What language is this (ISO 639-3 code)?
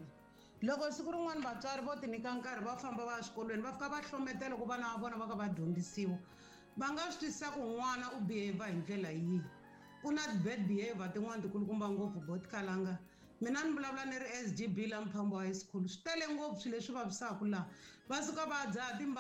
tso